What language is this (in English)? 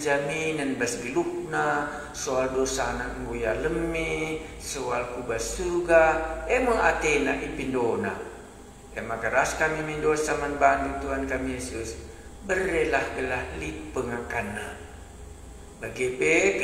Batak Karo